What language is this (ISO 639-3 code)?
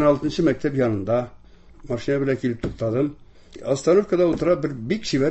tat